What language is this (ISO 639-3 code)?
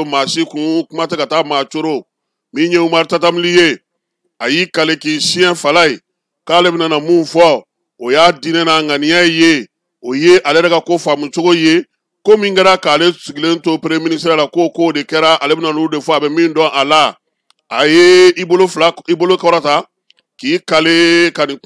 bam